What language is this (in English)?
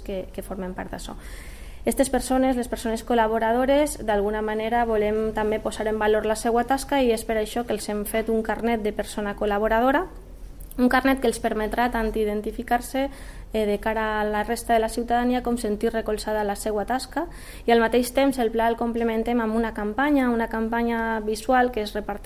Catalan